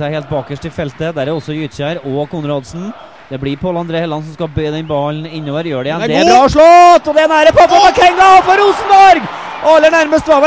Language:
Norwegian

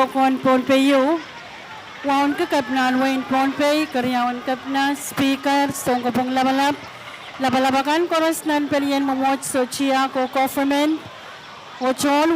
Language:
Pohnpeian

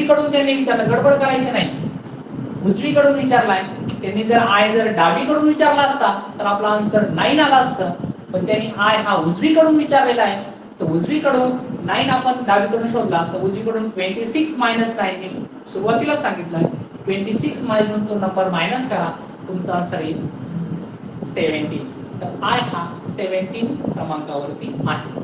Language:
Marathi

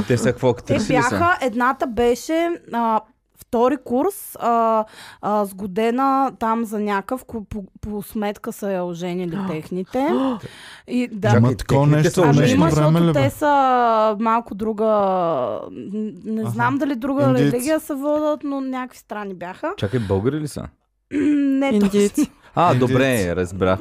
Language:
Bulgarian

